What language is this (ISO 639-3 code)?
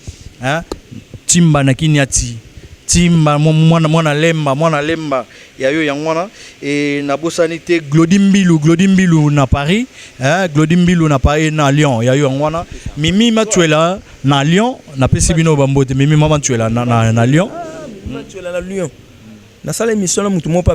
lin